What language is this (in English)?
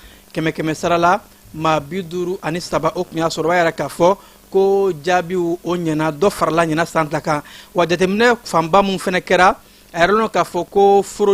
Bambara